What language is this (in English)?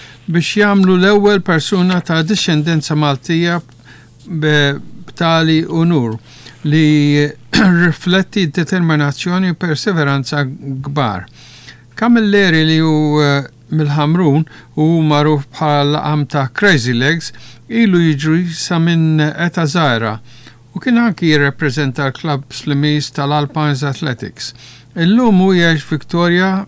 Maltese